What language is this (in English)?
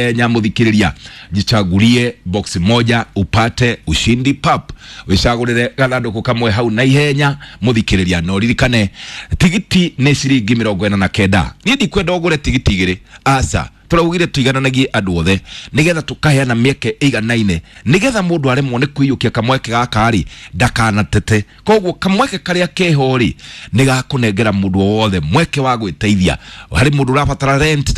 Kikuyu